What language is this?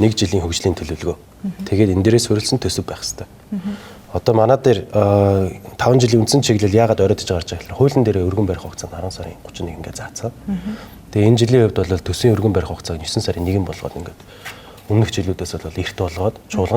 Mongolian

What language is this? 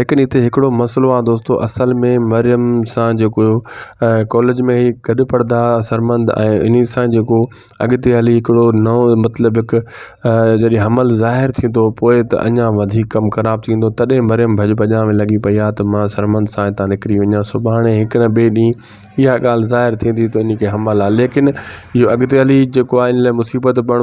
Sindhi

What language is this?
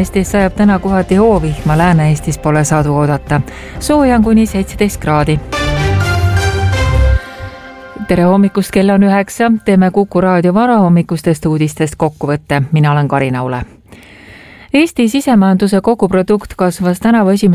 Estonian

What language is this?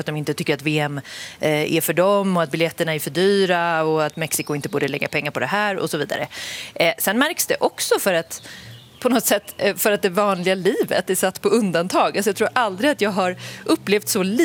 Swedish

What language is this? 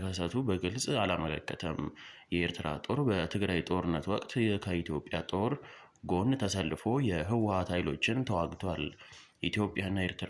Amharic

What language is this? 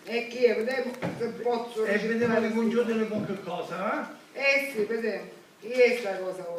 Sicilian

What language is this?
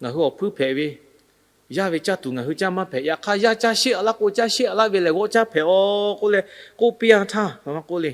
Lahu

